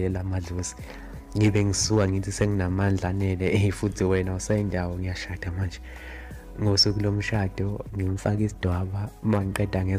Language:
Zulu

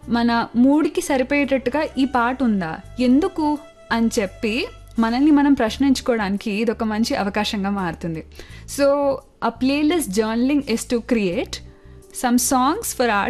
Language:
Telugu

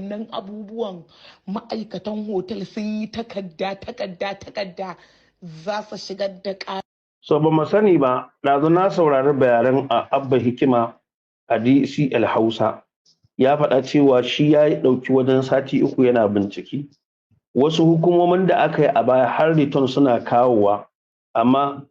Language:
Hausa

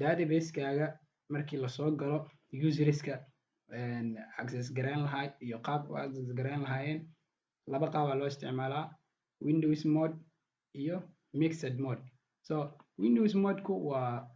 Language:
Somali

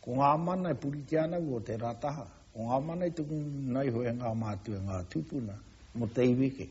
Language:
Māori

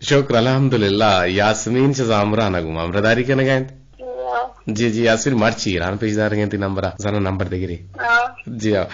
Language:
Eastern Balochi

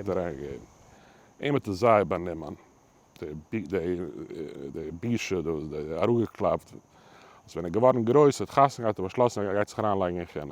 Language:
Yiddish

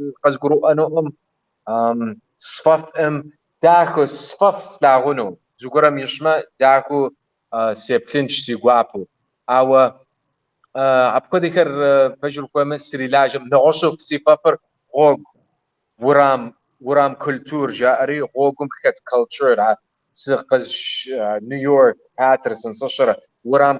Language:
Kabardian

